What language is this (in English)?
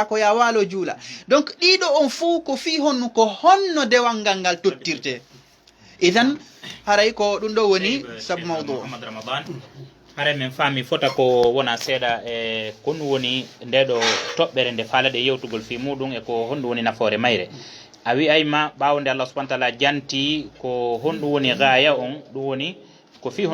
Fula